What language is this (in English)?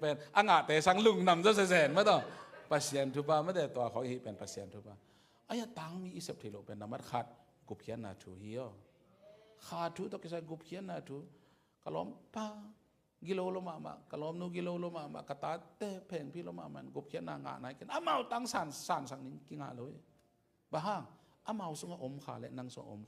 Tedim Chin